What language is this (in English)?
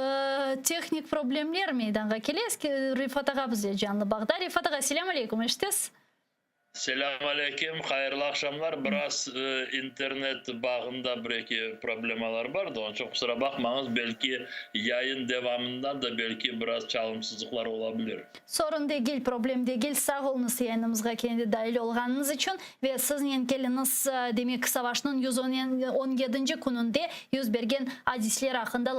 Crimean Tatar